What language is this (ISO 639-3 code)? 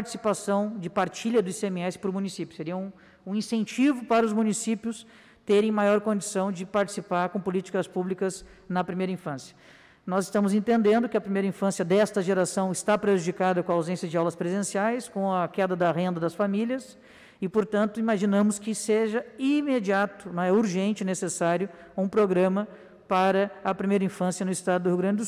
por